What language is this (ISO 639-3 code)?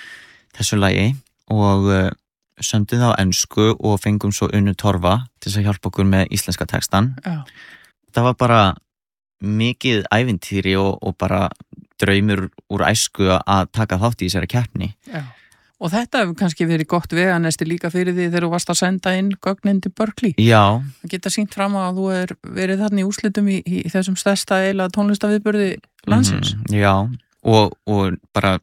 isl